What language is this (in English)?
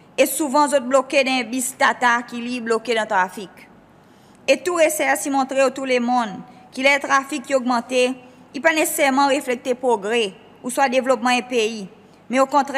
Seselwa Creole French